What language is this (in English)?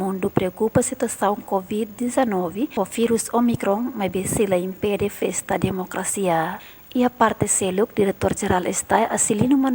Tetum